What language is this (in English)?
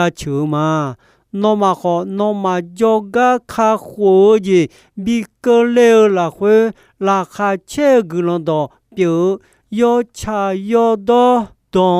Akha